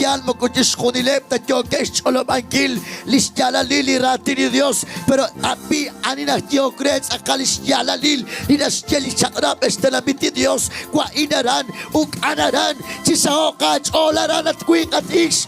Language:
Kekchí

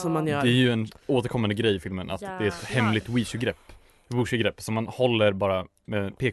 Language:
Swedish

